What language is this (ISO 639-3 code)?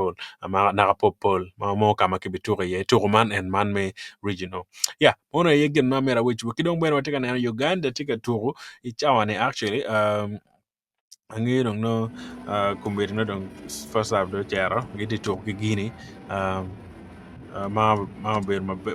ach